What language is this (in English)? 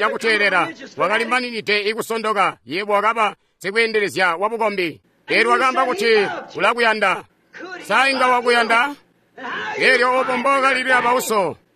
Tonga (Zambia)